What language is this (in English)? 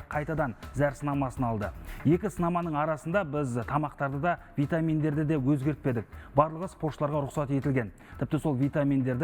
Kazakh